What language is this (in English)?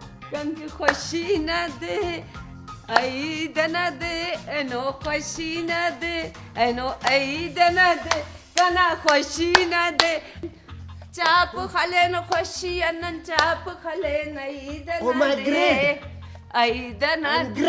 Brahui